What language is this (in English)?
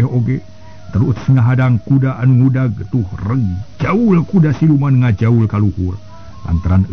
Sundanese